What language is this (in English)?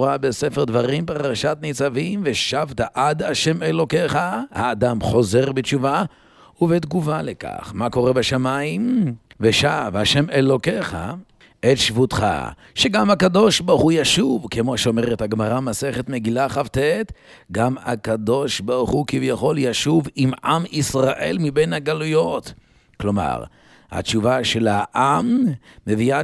Hebrew